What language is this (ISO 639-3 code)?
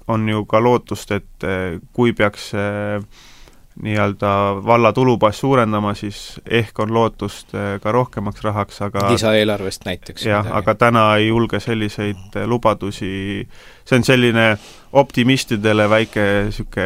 est